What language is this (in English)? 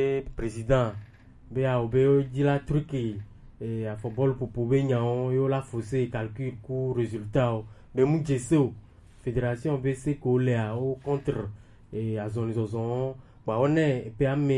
Gen